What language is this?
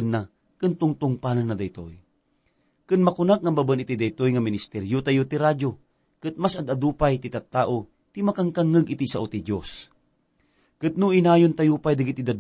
Iloko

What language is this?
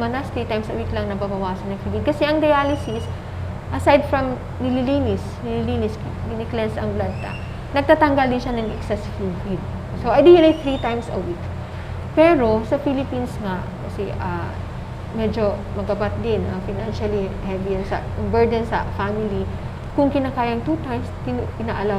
Bikol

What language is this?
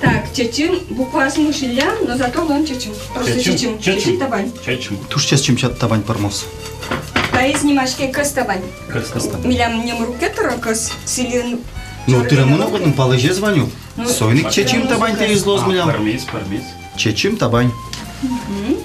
Udmurt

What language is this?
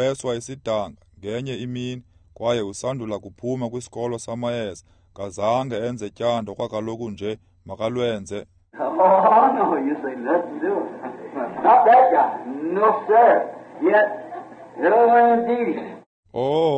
Xhosa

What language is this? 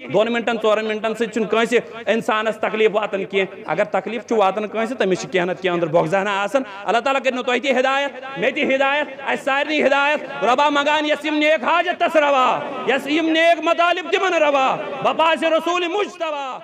Kashmiri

